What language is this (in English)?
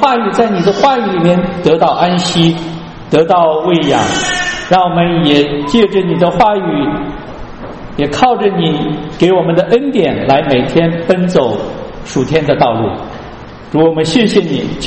Chinese